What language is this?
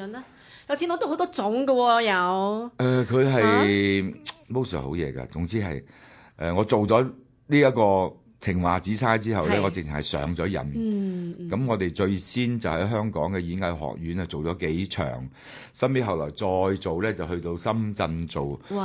Cantonese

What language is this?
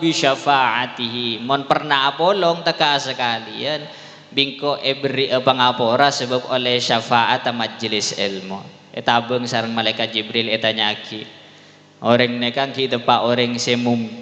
Madurese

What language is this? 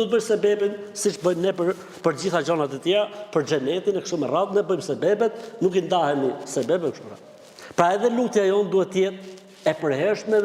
Albanian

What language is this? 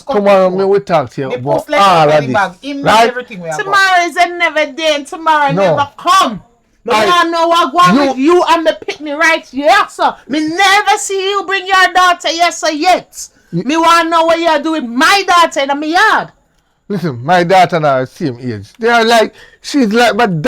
Jamaican Creole English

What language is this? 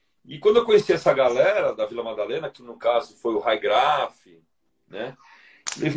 Portuguese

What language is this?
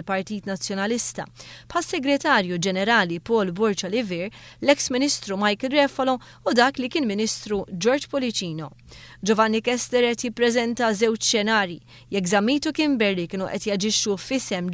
Maltese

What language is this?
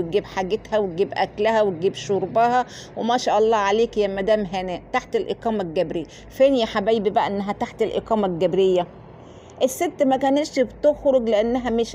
Egyptian Arabic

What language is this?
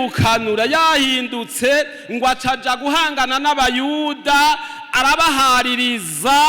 Rundi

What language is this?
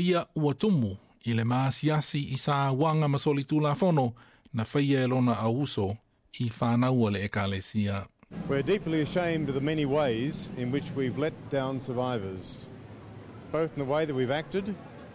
Samoan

